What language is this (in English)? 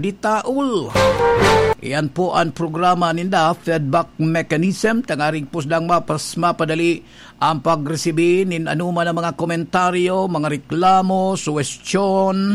Bikol